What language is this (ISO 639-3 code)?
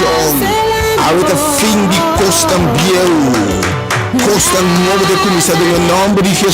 pap